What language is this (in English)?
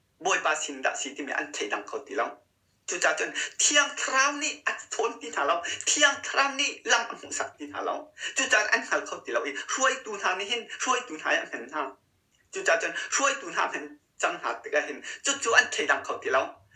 Hakha Chin